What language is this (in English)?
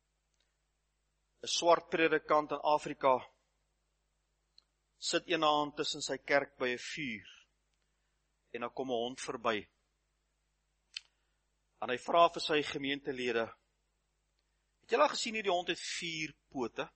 Afrikaans